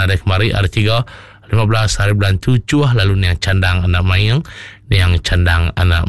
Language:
Iban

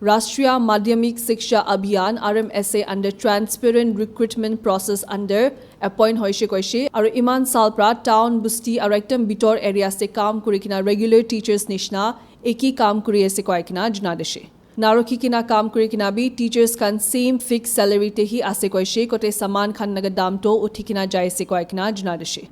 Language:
Naga Pidgin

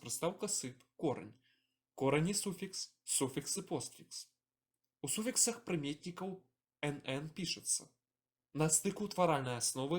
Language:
Belarusian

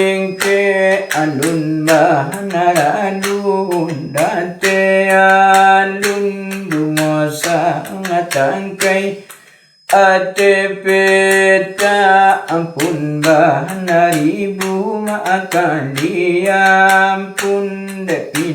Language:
Minangkabau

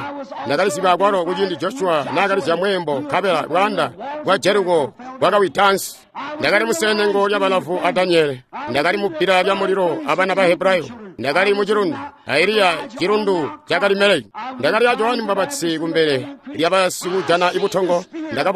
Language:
Tonga (Zambia)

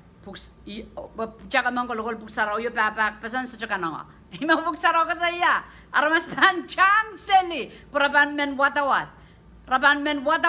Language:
Pohnpeian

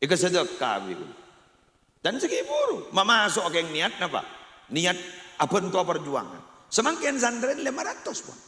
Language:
Madurese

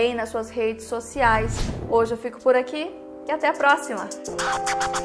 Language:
Portuguese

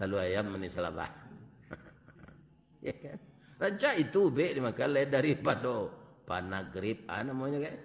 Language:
Minangkabau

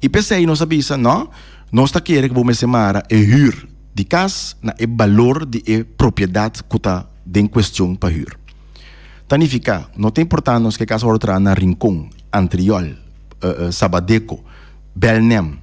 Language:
Papiamento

